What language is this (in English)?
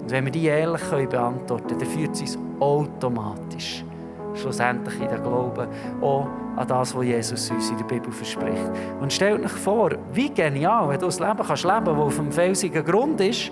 Swiss German